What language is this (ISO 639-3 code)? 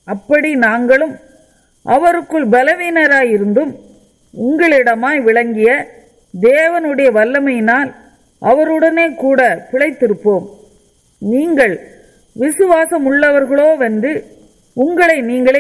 tam